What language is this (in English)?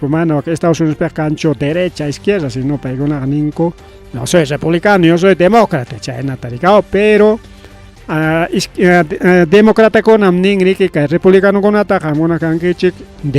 Ayacucho Quechua